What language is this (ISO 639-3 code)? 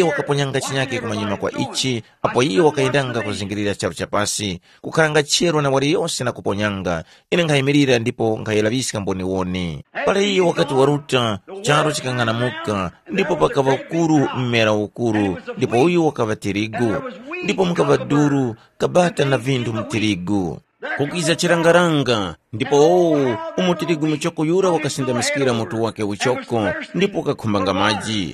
tum